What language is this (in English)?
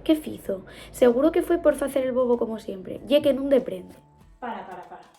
Asturian